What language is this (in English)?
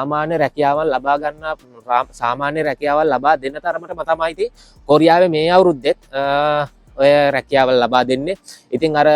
Sinhala